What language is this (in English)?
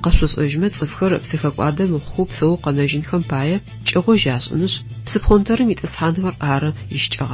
Adyghe